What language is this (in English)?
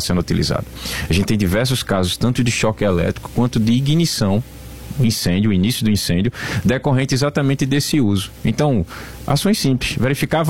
Portuguese